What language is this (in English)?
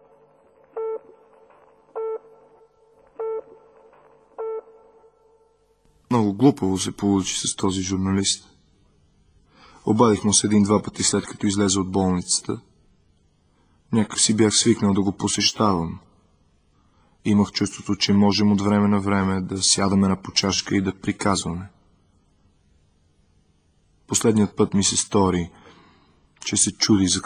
Bulgarian